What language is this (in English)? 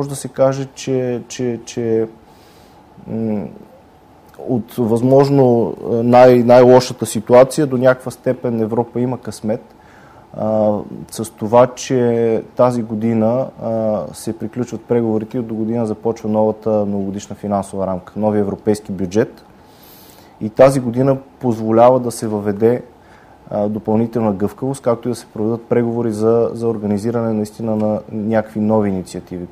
Bulgarian